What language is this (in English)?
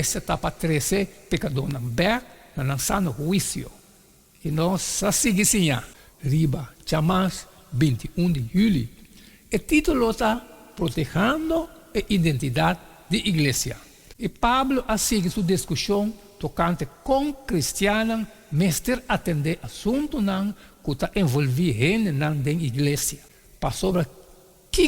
Papiamento